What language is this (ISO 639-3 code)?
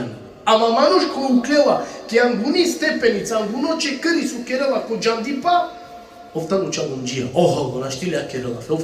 rmn